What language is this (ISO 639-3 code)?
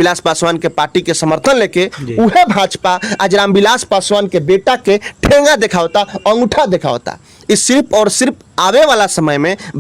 bho